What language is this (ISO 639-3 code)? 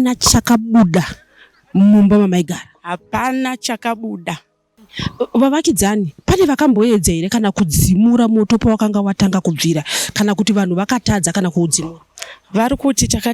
sna